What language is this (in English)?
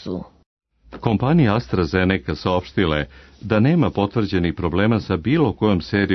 Serbian